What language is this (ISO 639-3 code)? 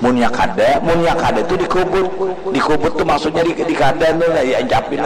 bjn